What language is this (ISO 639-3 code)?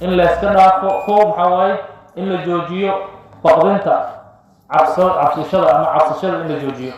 som